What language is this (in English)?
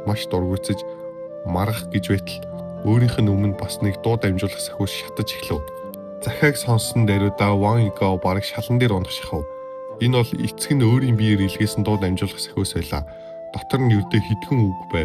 Mongolian